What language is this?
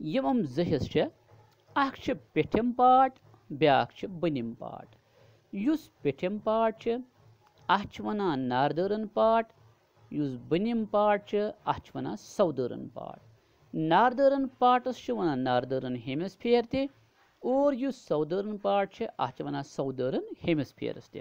Kashmiri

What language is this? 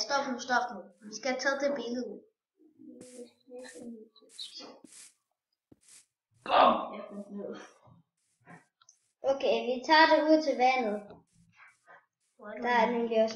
Danish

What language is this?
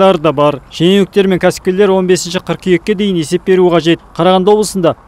Kazakh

